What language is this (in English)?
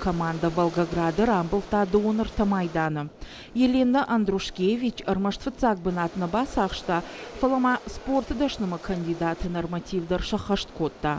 Ossetic